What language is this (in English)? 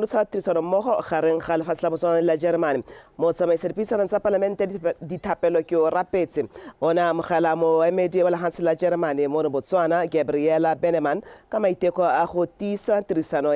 Tswana